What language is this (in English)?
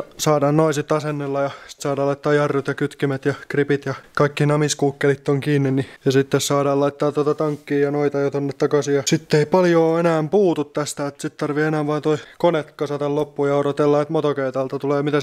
Finnish